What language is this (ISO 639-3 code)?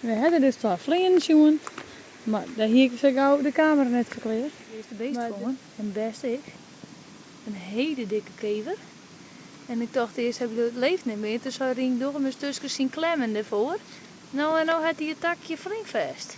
fry